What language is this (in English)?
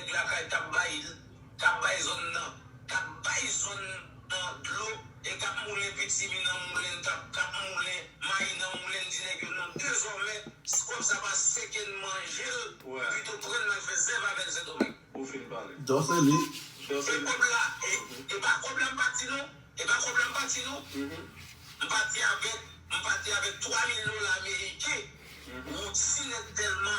Haitian Creole